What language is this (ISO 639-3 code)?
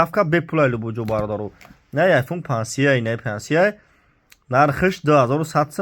tgk